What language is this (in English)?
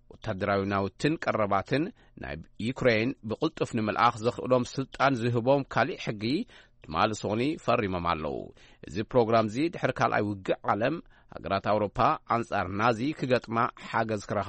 Tigrinya